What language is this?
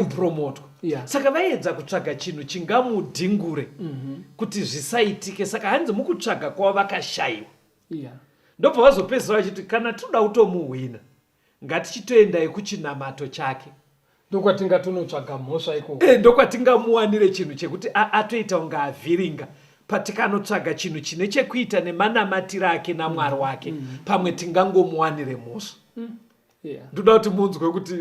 Shona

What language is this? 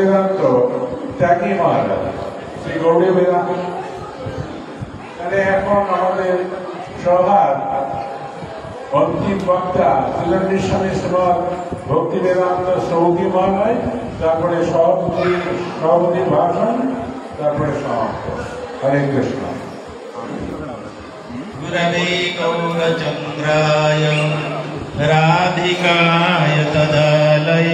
Bangla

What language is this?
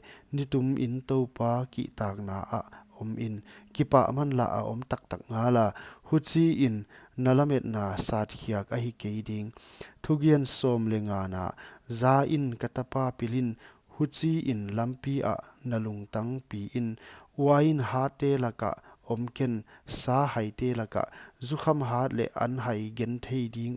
Paite Chin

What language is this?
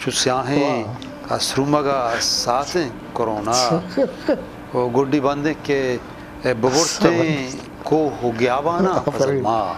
Eastern Balochi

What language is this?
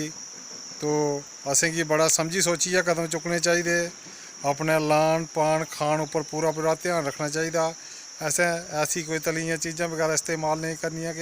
Dogri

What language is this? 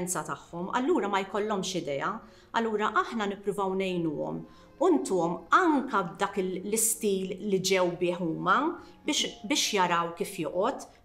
Maltese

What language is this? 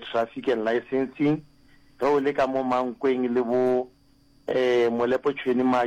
Northern Sotho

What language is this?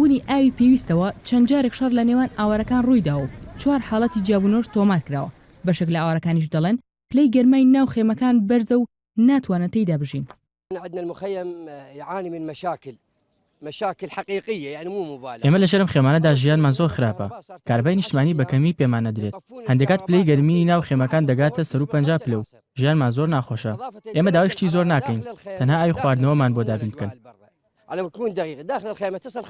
Central Kurdish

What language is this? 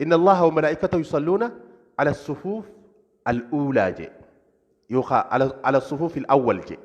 Oromo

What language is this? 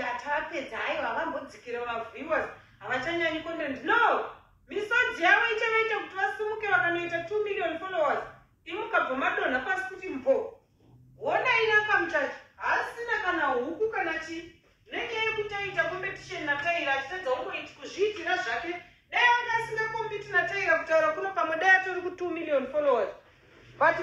Shona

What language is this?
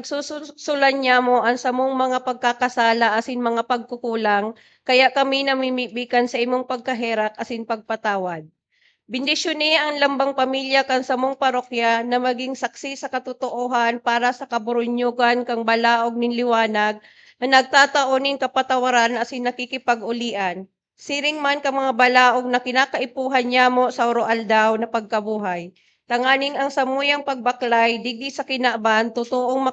Bikol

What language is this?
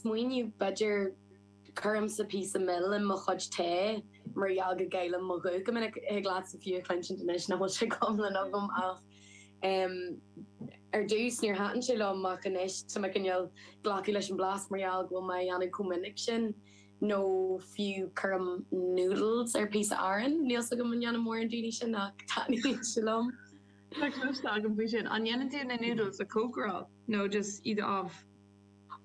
Irish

